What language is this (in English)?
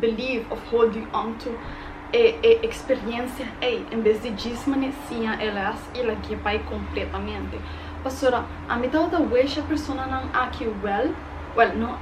Papiamento